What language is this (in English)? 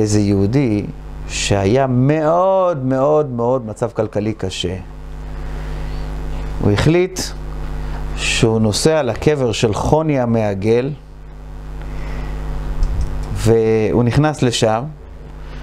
Hebrew